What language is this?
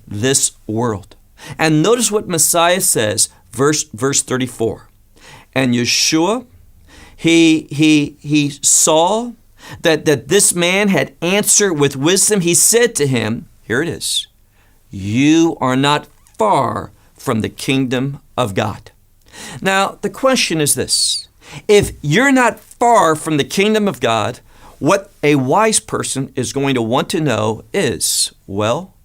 English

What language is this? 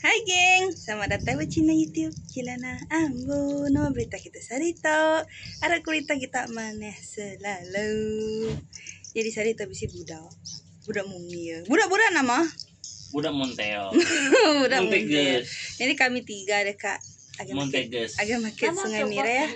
Iban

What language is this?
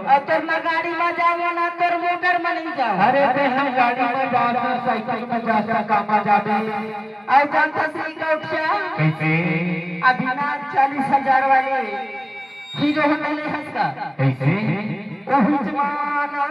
Chhattisgarhi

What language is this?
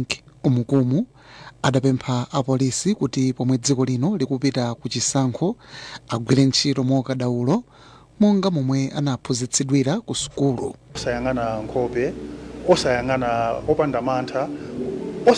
Nyanja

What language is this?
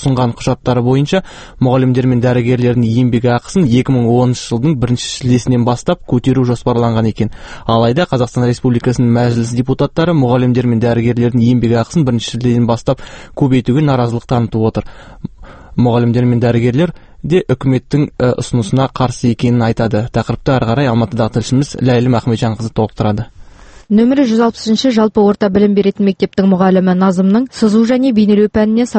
Kazakh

